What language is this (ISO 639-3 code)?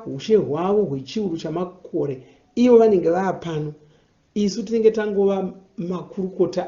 sna